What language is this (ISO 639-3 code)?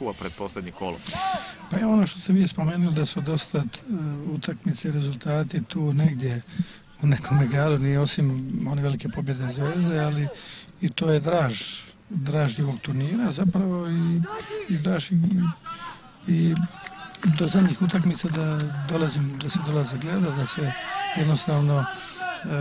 hrv